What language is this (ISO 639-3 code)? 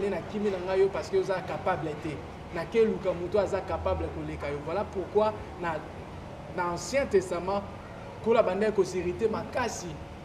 lin